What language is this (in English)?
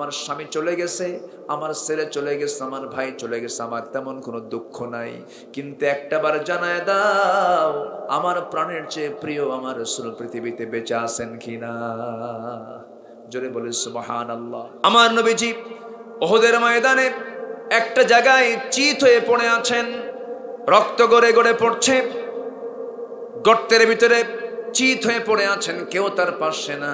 Bangla